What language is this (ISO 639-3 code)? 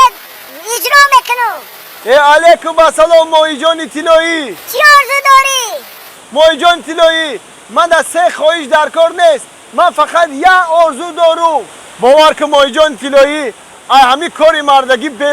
tgk